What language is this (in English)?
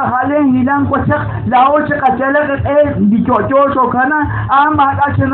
Kekchí